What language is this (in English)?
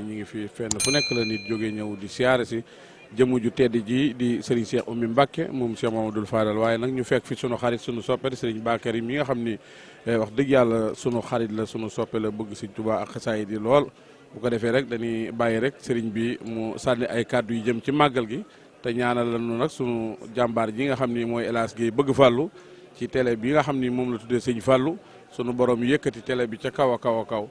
Wolof